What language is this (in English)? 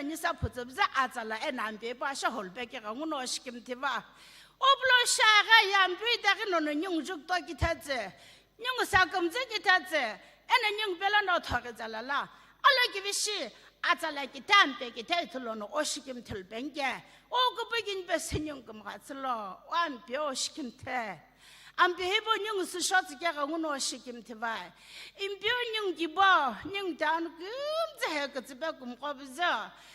Sumi Naga